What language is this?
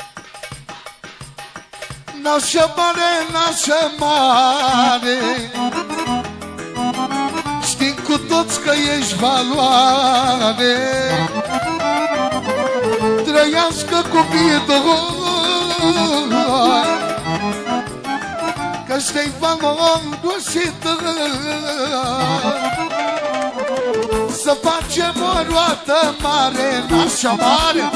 Romanian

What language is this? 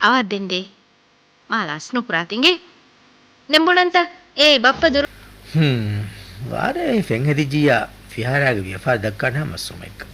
Divehi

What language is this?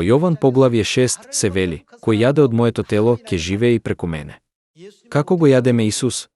Macedonian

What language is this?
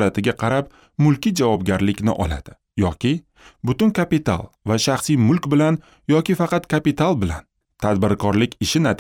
Uzbek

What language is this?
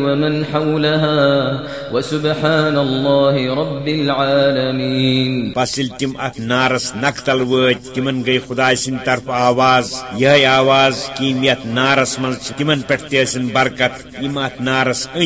Kashmiri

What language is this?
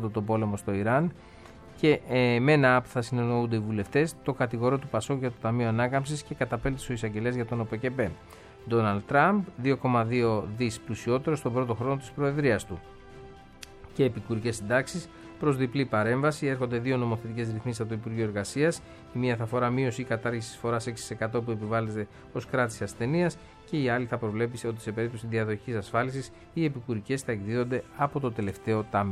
Greek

